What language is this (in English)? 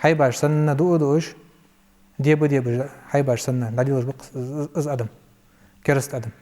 Ingush